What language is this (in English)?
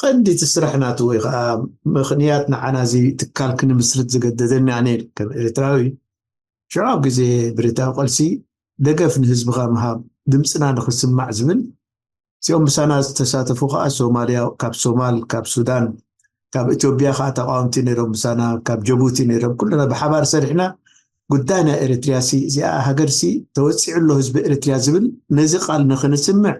Tigrinya